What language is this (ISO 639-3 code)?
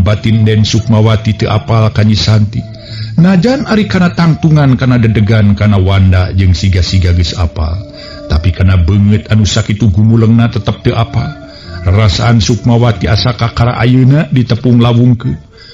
sun